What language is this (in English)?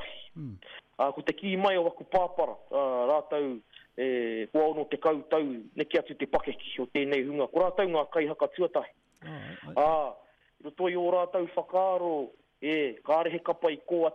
Māori